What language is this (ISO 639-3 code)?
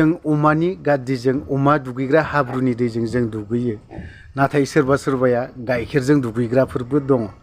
brx